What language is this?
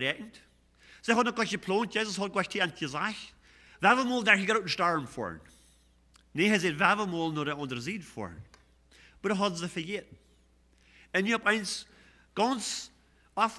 Plautdietsch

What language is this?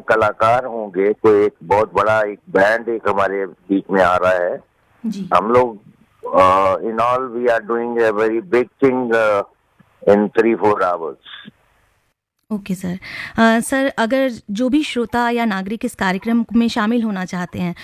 Hindi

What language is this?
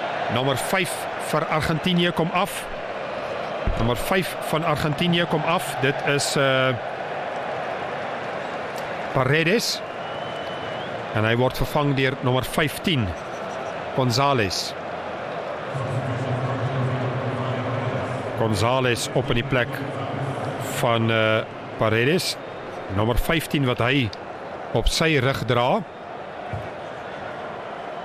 Afrikaans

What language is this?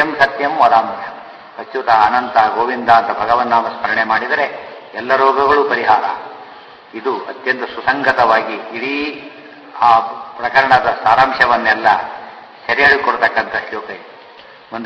Kannada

